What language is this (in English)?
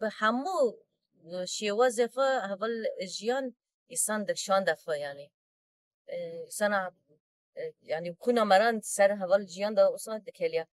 Kurdish